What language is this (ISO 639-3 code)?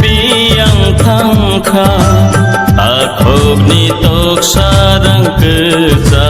trp